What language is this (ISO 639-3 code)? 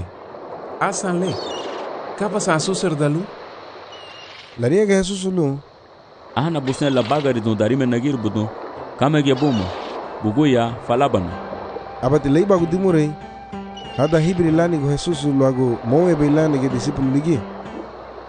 cab